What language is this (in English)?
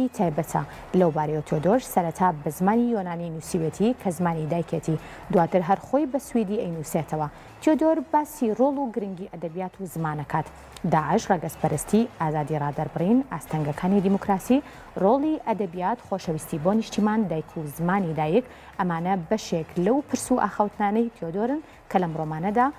Central Kurdish